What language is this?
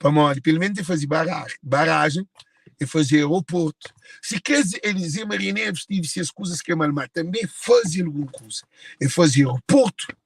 Kabuverdianu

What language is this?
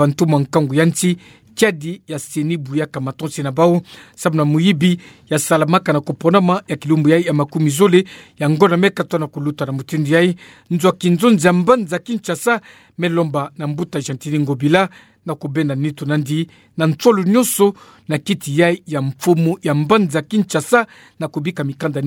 Kituba (Democratic Republic of Congo)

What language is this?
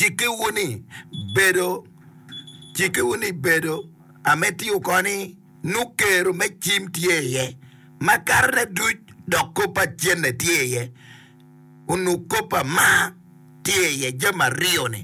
Acoli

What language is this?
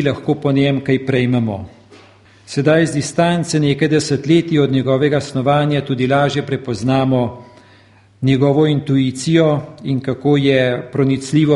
Slovenian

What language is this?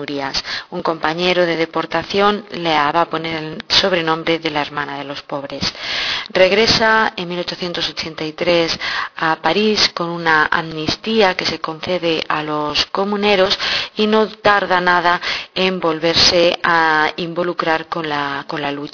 Spanish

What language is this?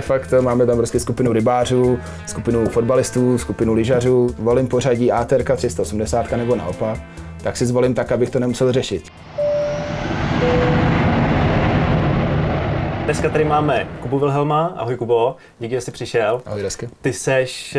Czech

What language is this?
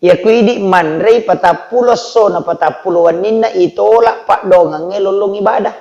Buginese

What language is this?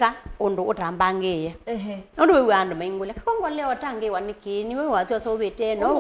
Kamba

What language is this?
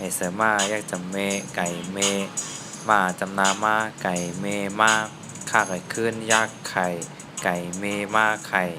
Shan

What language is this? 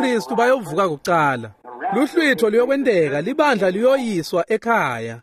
Swati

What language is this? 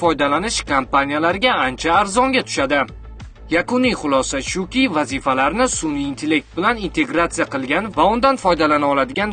Uzbek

